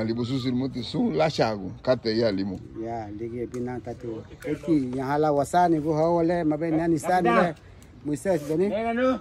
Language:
Garifuna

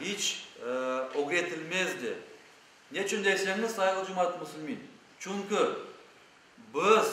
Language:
Crimean Tatar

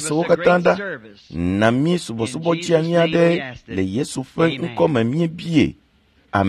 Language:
Ewe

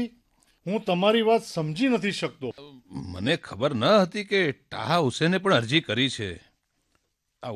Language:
Gujarati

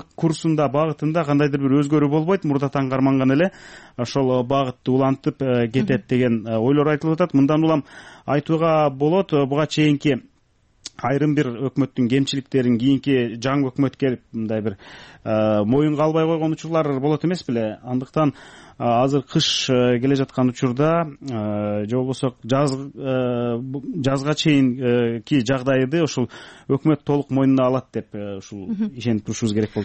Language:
Kyrgyz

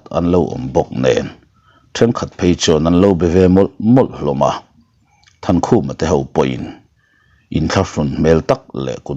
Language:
Mizo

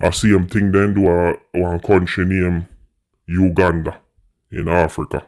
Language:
Jamaican Creole English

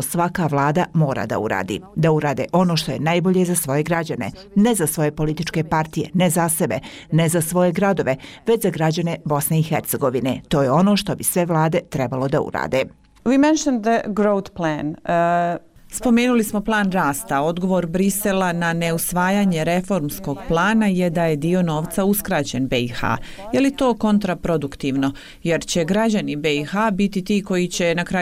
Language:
Bosnian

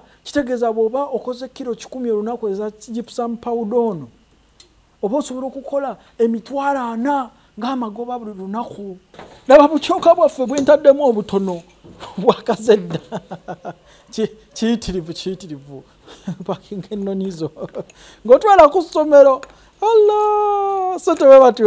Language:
Ganda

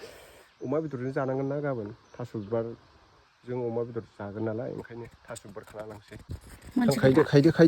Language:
Bodo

